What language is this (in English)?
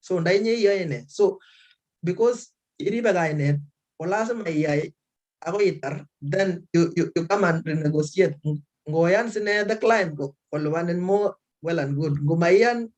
Kalenjin